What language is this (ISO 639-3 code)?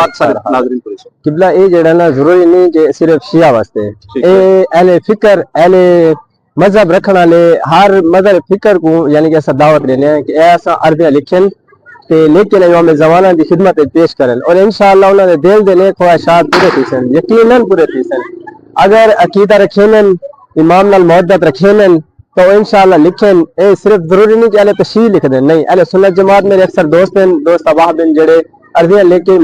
skr